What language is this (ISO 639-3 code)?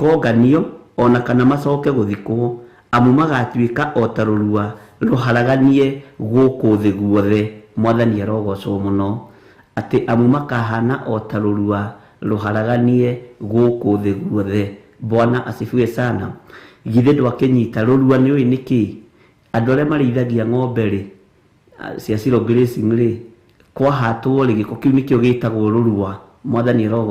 kik